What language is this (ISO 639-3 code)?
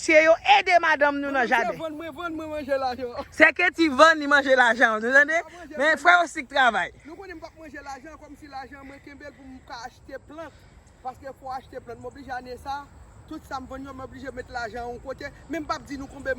hat